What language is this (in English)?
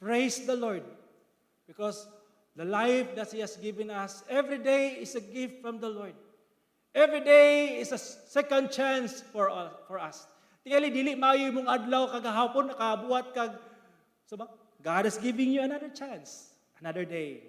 Cebuano